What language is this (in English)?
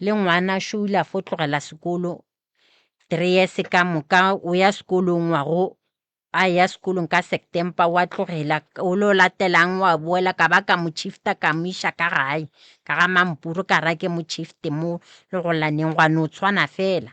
Northern Sotho